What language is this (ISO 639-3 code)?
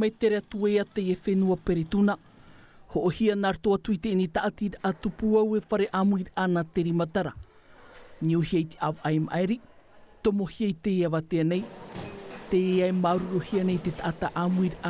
tah